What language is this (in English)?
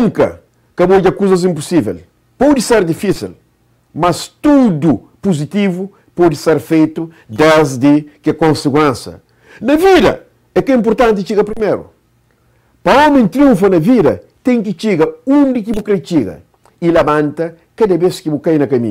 Kabuverdianu